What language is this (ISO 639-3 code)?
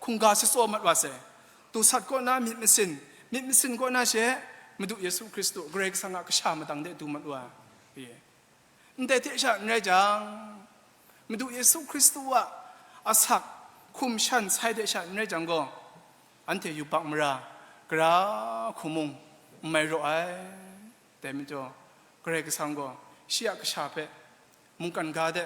kac